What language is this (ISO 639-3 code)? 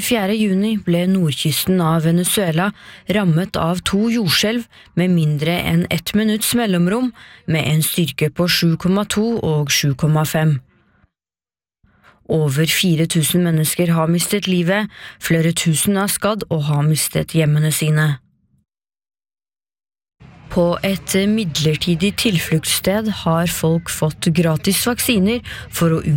nor